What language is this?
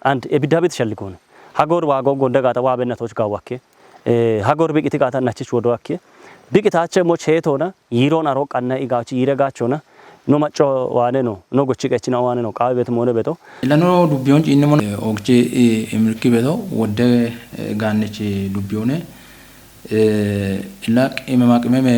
Kafa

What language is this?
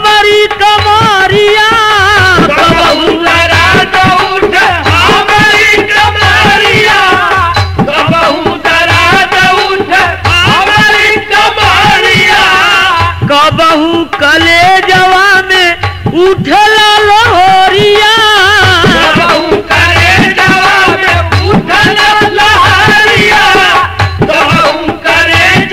Bhojpuri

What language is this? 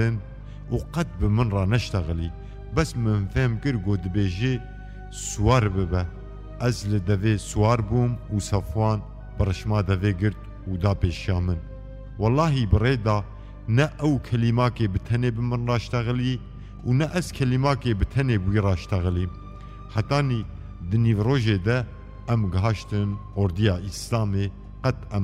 Kurdish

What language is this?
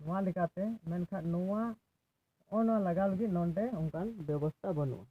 Santali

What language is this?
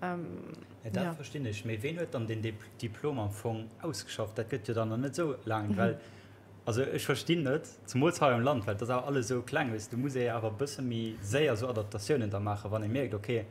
Luxembourgish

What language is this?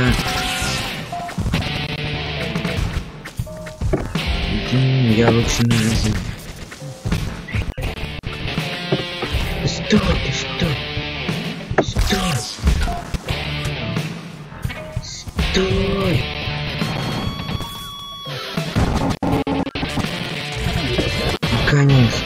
Russian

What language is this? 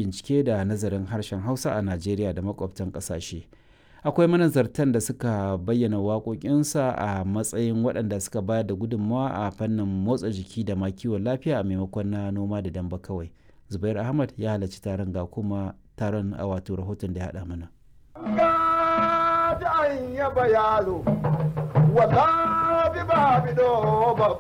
Hausa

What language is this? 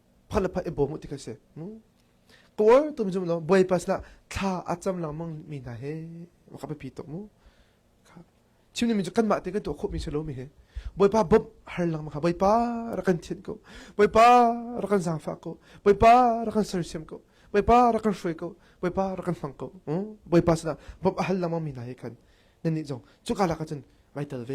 Hakha Chin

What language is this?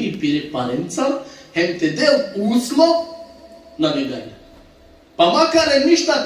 Balkan Romani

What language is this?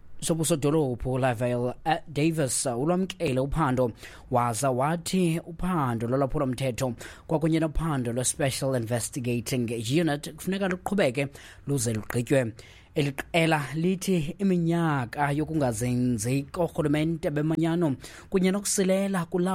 Xhosa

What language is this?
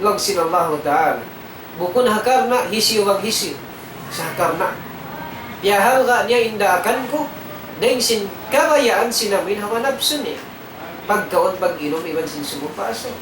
Tausug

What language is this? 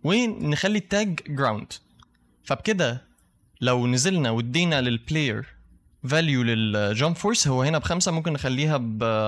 Egyptian Arabic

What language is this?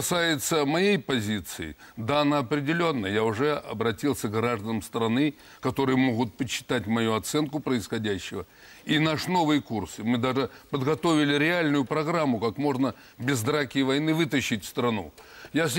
Russian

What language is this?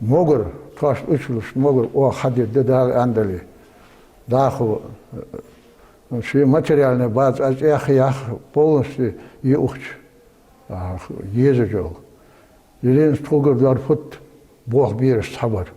Ingush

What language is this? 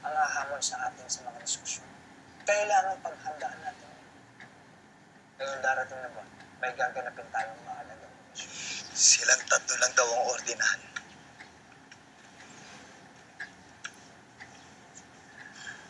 Filipino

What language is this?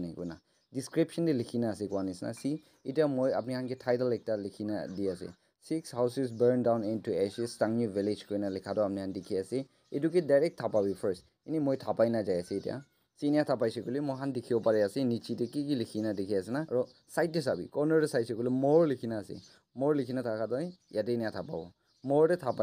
Naga Pidgin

